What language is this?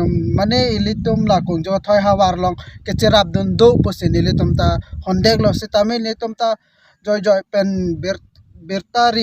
Karbi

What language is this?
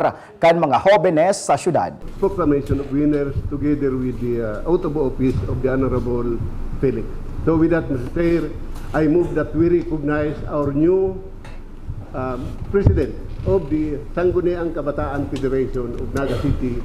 Bikol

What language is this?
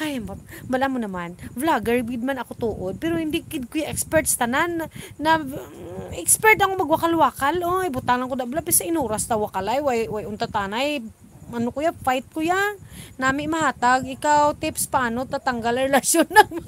Hiligaynon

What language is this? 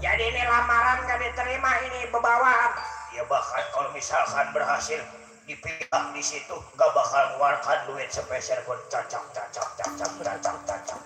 Betawi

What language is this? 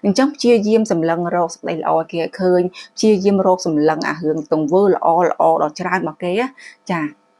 Khmer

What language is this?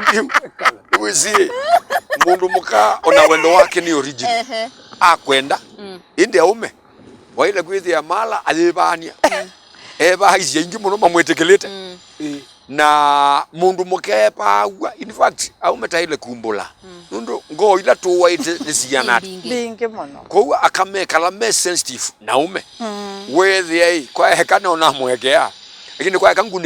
Kamba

